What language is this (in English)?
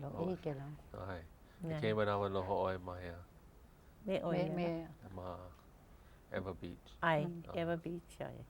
Hawaiian